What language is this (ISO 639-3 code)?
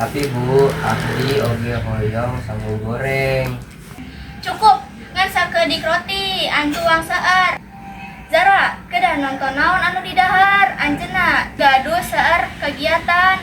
sun